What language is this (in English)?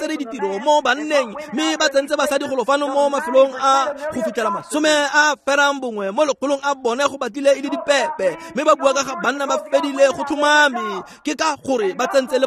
Tswana